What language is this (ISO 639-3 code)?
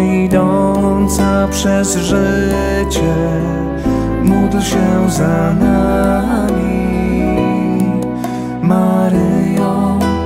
pol